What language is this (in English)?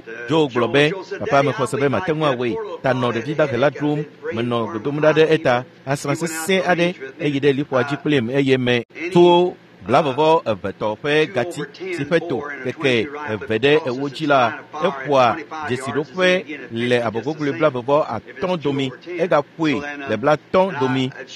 Ewe